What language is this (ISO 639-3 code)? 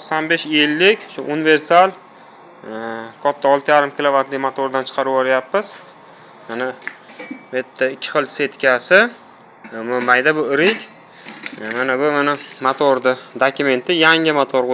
uzb